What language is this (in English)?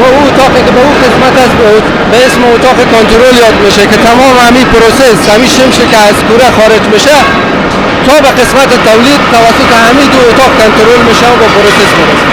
Persian